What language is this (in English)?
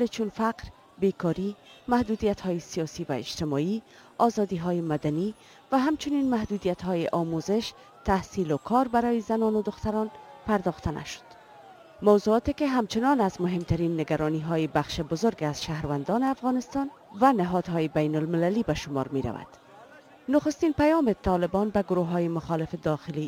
Persian